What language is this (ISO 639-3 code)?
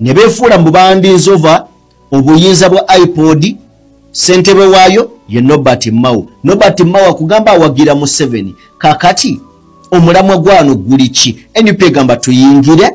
lug